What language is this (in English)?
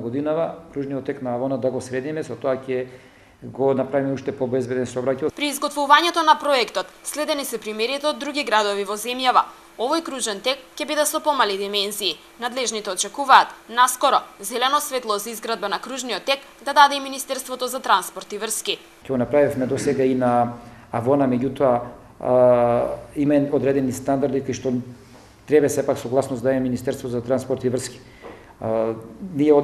Macedonian